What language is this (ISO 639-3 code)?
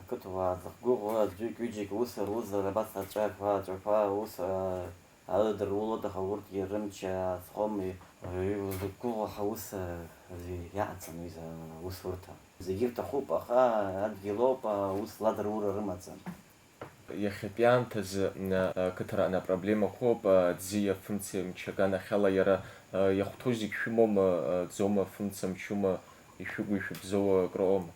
abk